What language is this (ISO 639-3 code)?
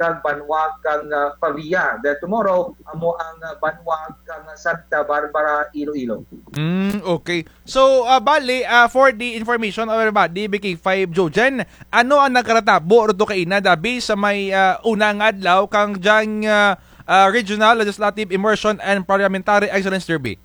krj